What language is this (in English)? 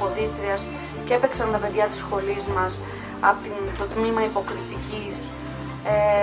Greek